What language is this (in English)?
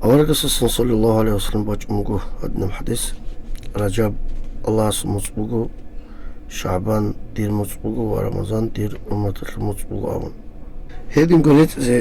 Avaric